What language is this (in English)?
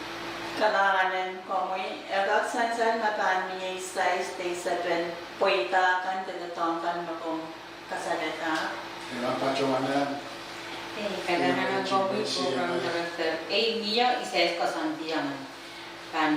Pohnpeian